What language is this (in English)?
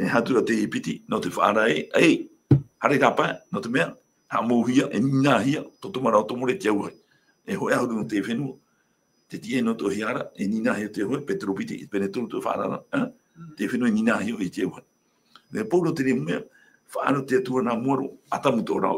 Tahitian